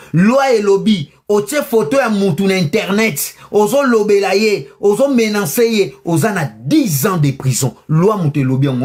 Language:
Lingala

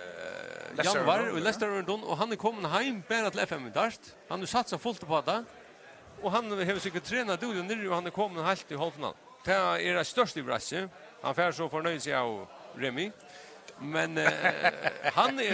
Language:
Faroese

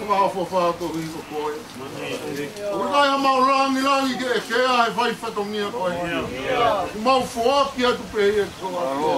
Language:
Tongan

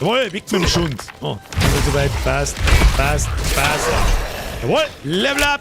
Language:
Bavarian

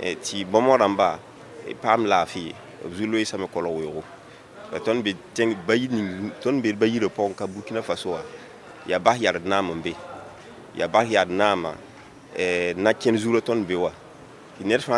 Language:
Mossi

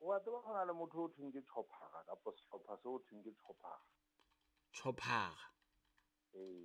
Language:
Southern Sotho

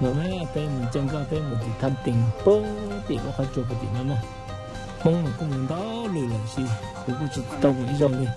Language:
Hmong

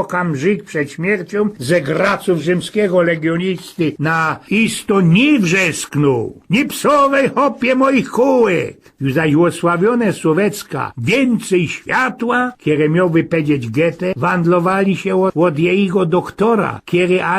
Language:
Silesian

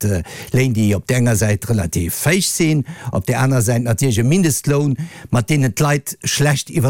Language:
Luxembourgish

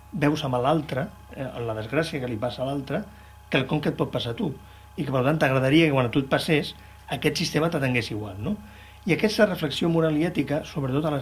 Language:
Catalan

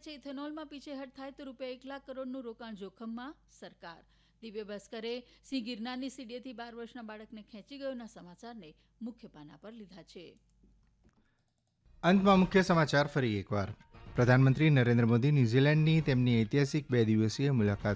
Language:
Gujarati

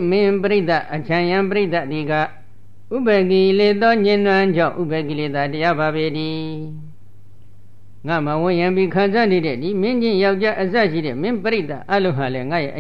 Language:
Burmese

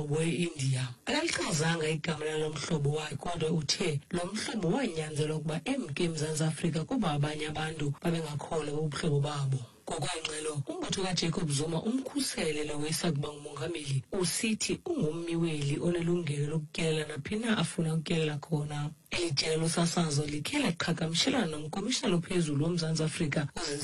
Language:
Xhosa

